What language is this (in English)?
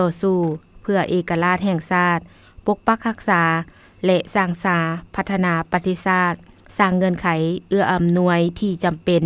Lao